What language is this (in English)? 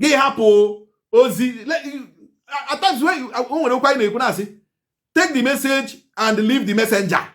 Igbo